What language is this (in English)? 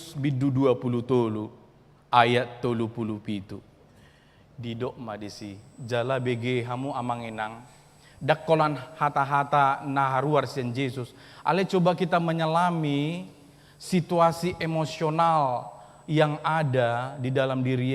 Batak Toba